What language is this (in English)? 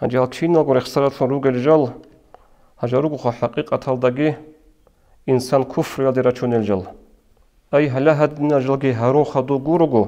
Avaric